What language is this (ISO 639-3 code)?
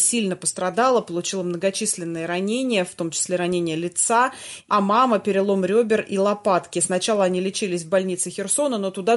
rus